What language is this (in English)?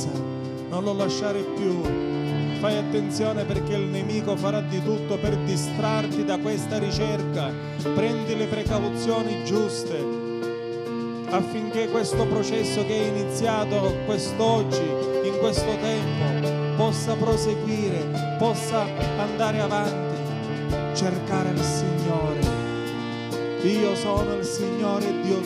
Italian